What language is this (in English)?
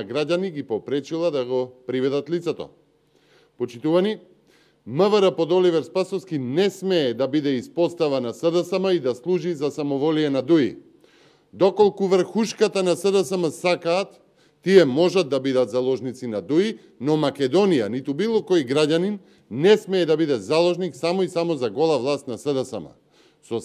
Macedonian